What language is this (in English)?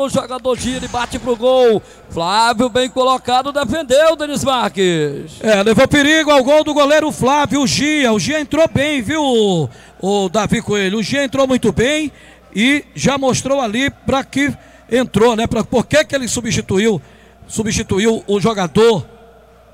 Portuguese